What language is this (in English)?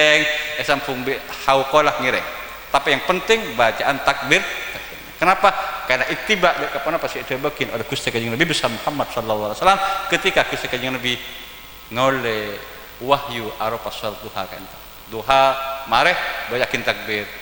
Madurese